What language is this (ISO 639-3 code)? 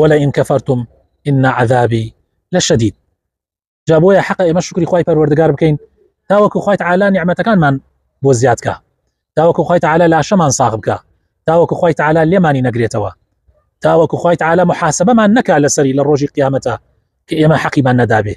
ckb